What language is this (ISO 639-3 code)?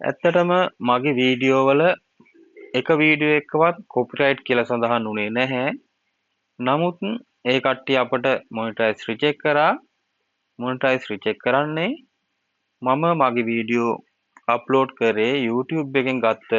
sin